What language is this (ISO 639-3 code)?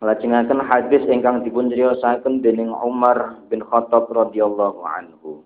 jav